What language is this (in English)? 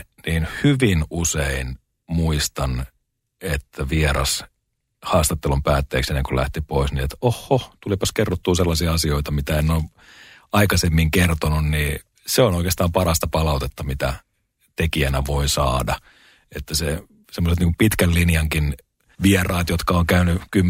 Finnish